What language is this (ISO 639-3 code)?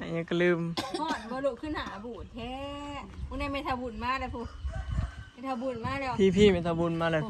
tts